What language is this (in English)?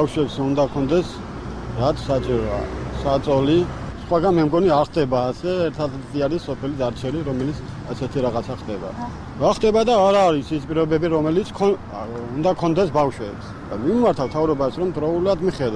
Georgian